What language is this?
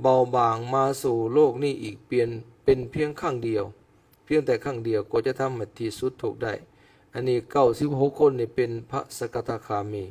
Lao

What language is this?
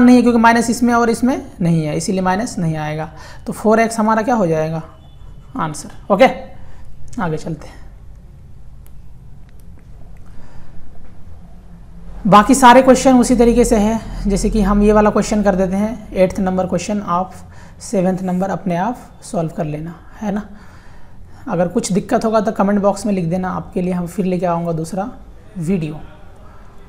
Hindi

